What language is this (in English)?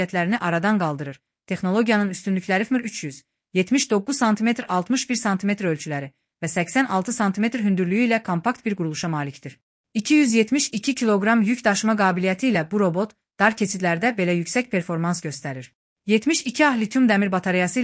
Azerbaijani